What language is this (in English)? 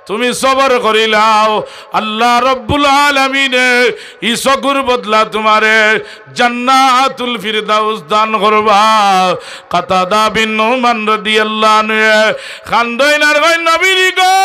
Sylheti